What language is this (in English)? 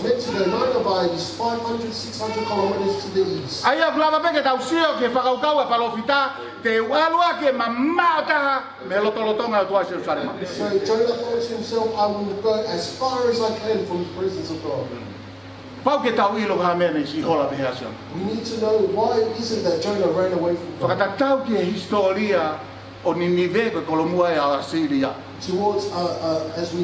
Tongan